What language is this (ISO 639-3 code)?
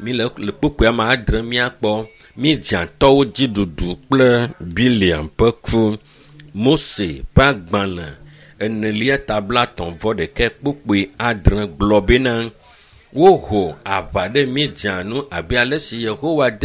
ewe